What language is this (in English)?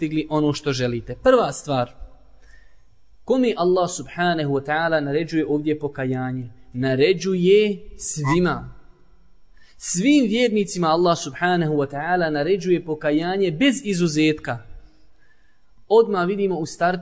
Bosnian